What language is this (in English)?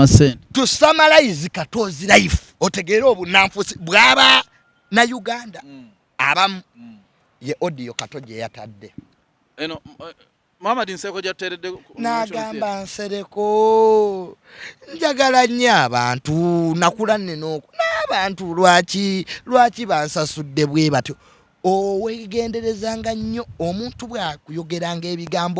Ganda